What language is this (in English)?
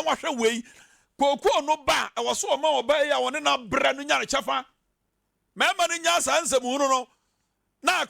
Akan